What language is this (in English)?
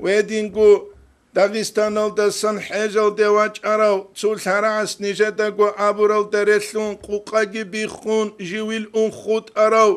Avaric